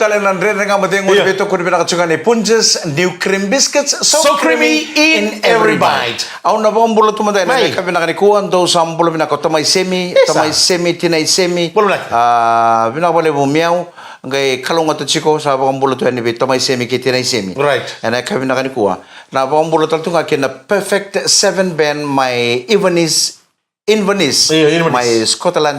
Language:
Fijian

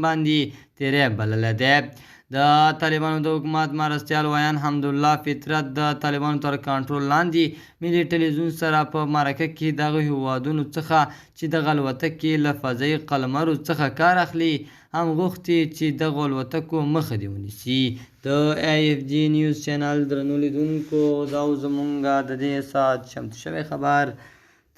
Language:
Pashto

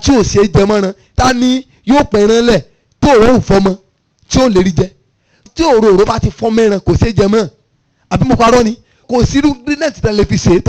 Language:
Yoruba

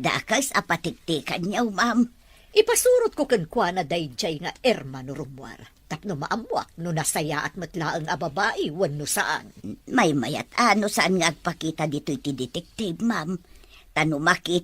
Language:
Iloko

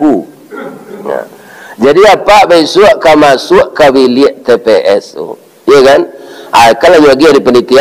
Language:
Minangkabau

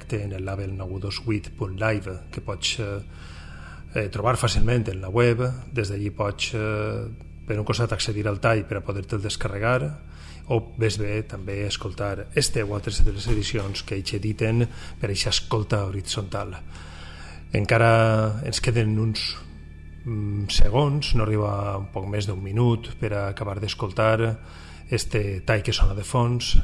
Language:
Catalan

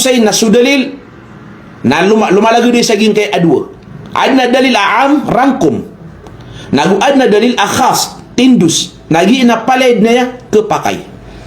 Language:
Maranao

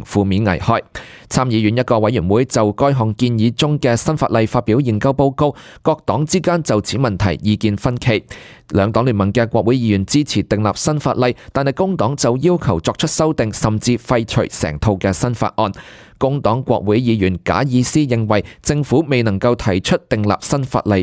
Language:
Cantonese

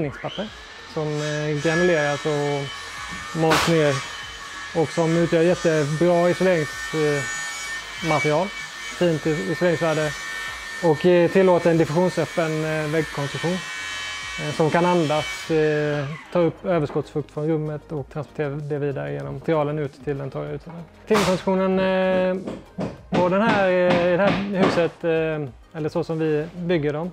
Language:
Swedish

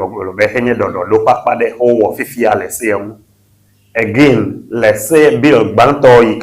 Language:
Ewe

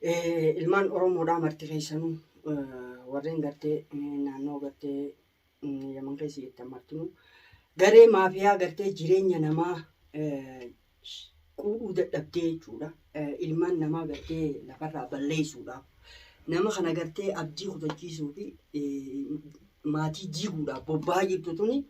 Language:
Oromo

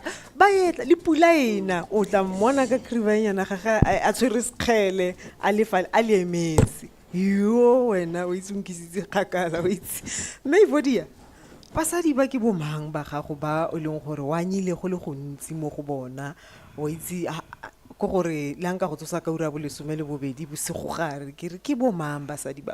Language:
Tswana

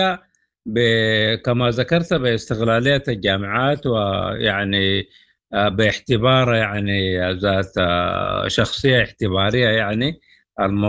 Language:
Sudanese Arabic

